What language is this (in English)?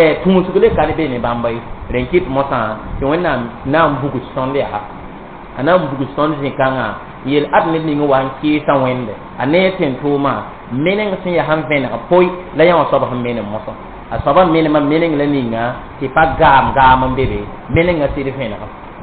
Mossi